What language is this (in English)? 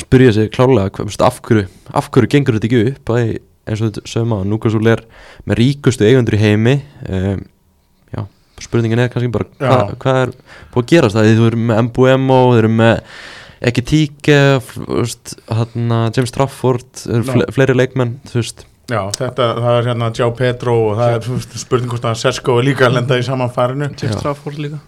Icelandic